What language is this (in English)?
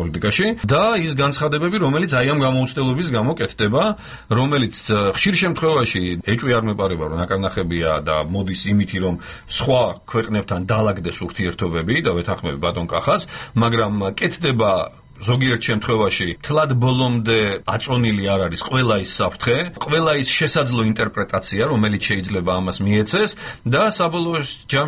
Georgian